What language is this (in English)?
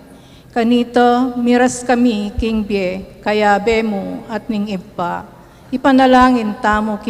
Pampanga